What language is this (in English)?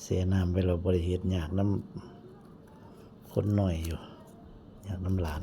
Northeastern Thai